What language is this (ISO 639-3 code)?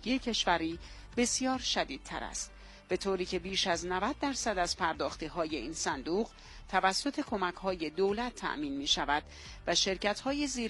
fas